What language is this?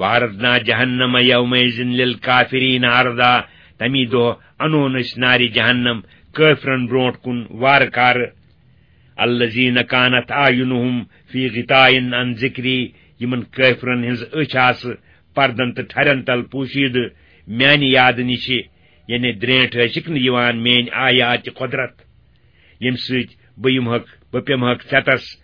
Kashmiri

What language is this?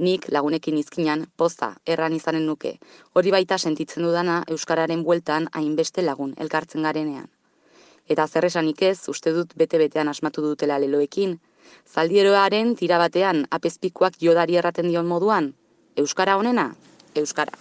Basque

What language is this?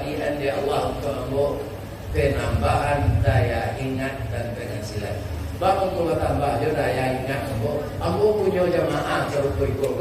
Minangkabau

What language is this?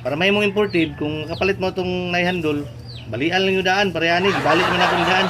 Cebuano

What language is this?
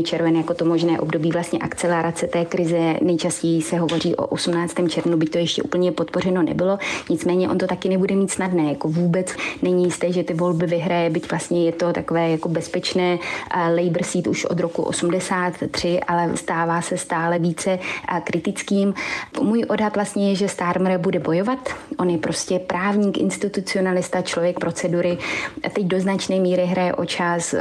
Czech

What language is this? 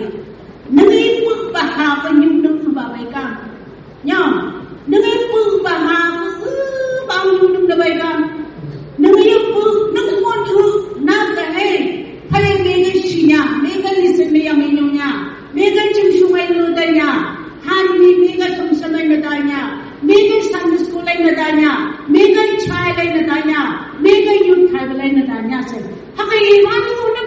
Phom Naga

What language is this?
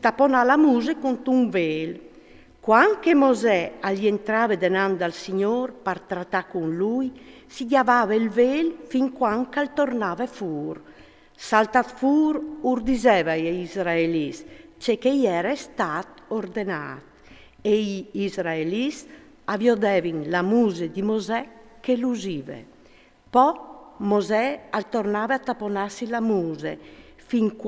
Friulian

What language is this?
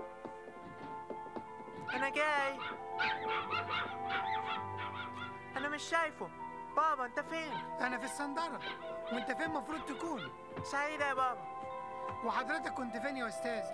Egyptian Arabic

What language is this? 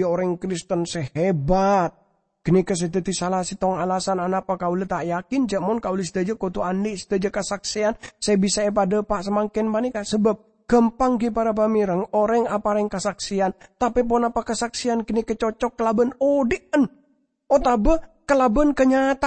Madurese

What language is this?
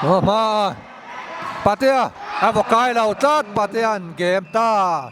Mizo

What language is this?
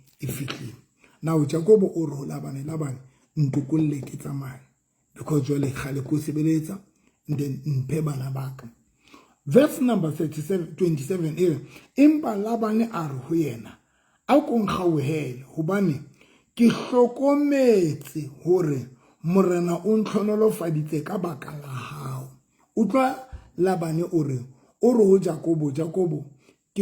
Southern Sotho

